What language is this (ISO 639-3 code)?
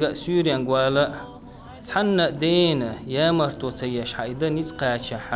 che